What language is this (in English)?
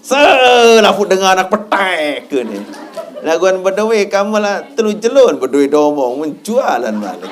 Sasak